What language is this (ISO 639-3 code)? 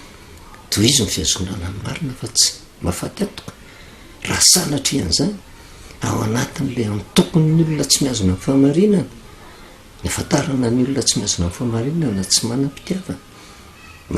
mlg